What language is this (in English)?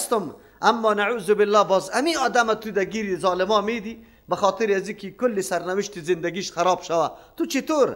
Persian